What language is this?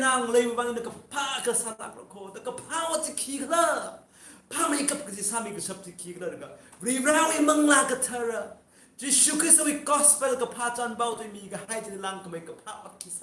Tangkhul Naga (India)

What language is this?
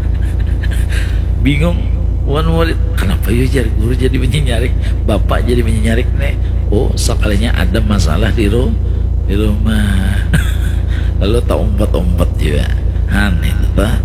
Banjar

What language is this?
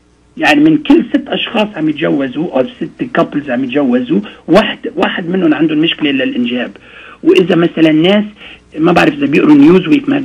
North Levantine Arabic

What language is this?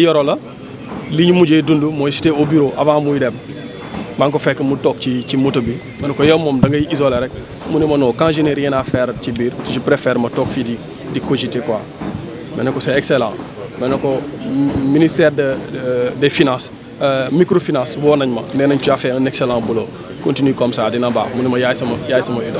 Wolof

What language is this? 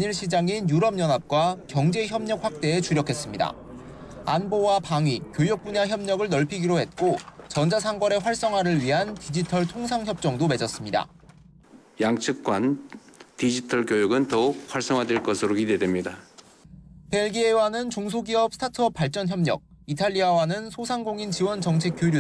Korean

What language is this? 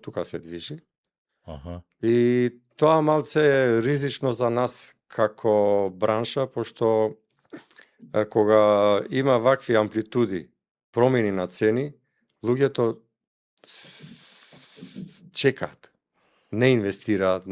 Macedonian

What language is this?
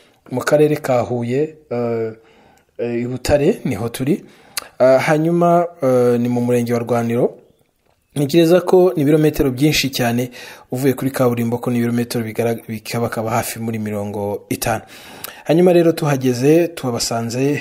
Kinyarwanda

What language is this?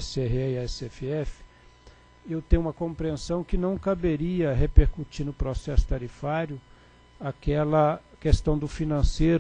Portuguese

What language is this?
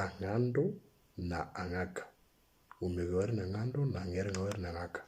Moro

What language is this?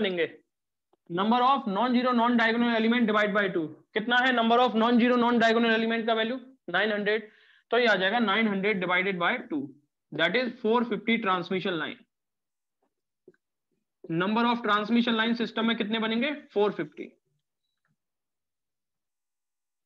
Hindi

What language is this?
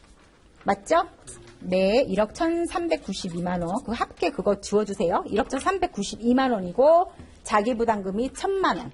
Korean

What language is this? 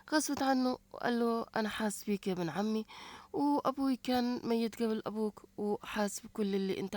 Egyptian Arabic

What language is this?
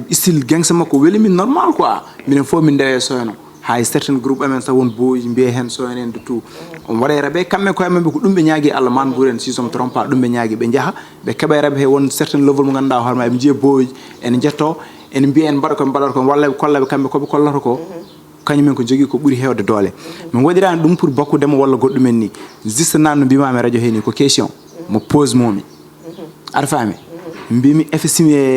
Fula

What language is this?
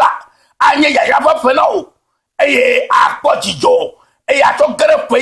Ewe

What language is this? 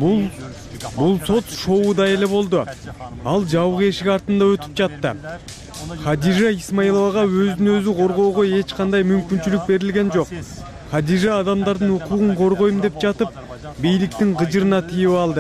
Kyrgyz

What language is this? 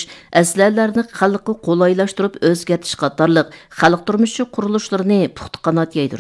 Uyghur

